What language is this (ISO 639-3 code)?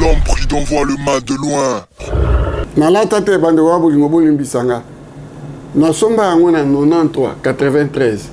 lin